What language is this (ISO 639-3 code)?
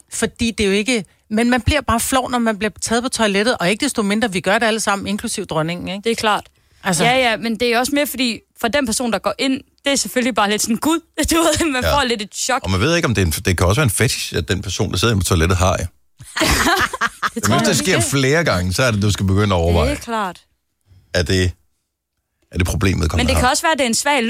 dan